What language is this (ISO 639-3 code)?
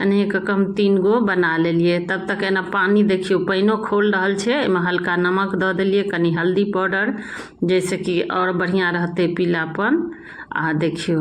mai